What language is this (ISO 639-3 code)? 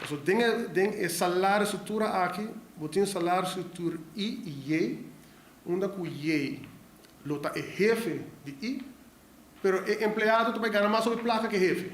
pap